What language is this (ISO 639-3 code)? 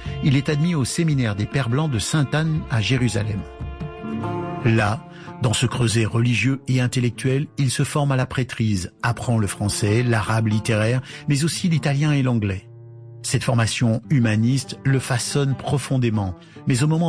fra